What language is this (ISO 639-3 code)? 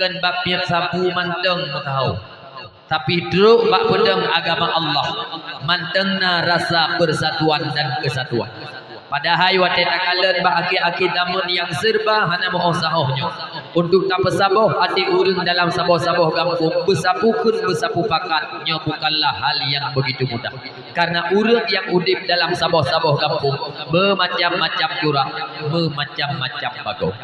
ace